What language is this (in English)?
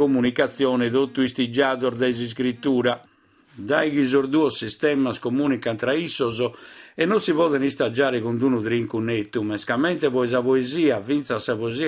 Sardinian